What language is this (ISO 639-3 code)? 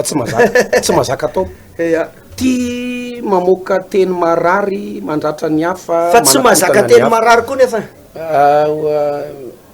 mlg